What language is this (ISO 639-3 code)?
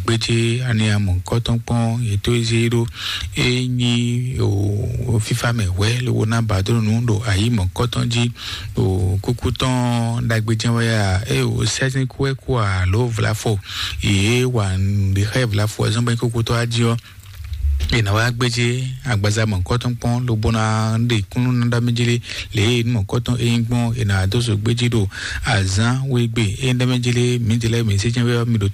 fon